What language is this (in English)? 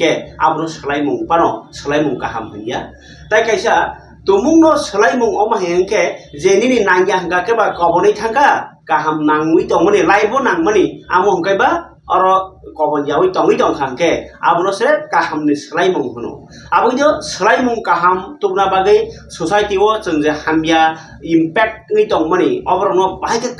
Kok Borok